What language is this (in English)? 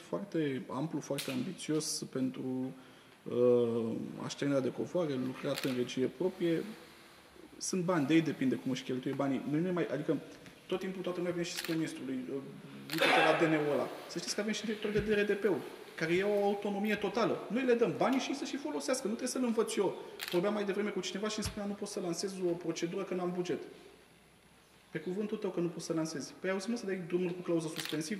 Romanian